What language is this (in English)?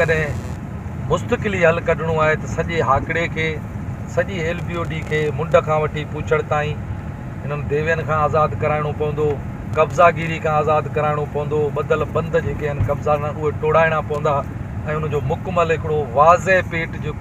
Sindhi